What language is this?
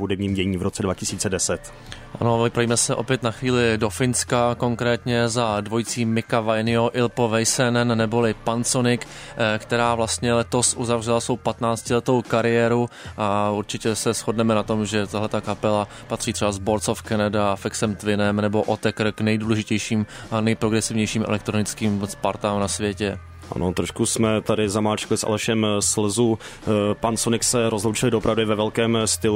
Czech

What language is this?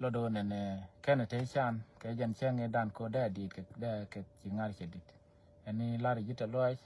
Nuer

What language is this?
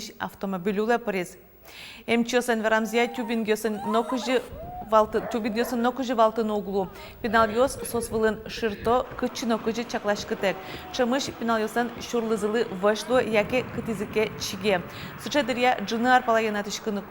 Udmurt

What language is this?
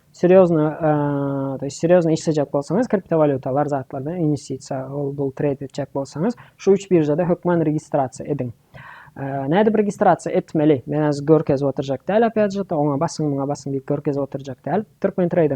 Turkmen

